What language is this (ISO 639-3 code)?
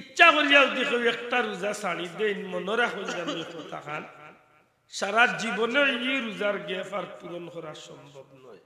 syl